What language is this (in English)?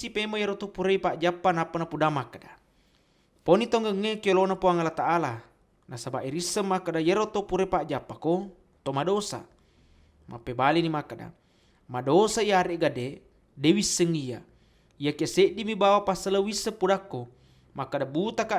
Buginese